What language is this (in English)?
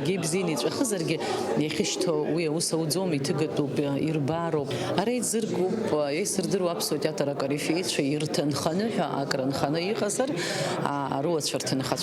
Abkhazian